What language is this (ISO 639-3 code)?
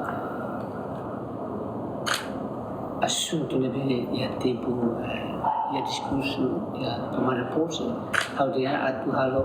tet